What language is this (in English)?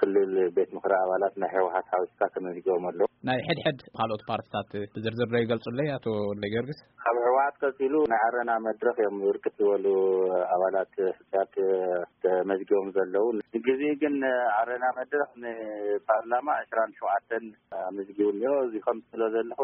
Tigrinya